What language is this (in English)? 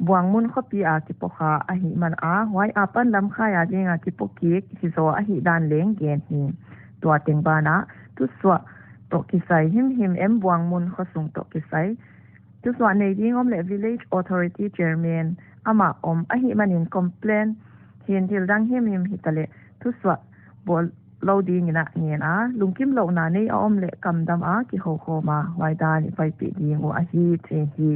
Paite Chin